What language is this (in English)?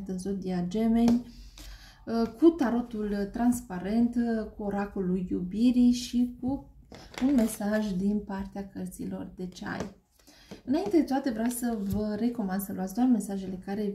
Romanian